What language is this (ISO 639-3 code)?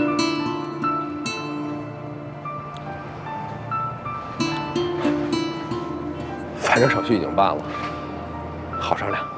zho